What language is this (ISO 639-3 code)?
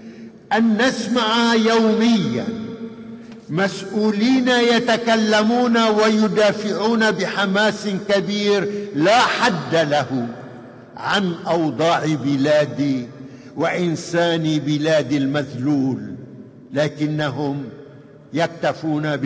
ara